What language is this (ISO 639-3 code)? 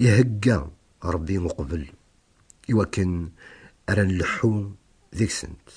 kab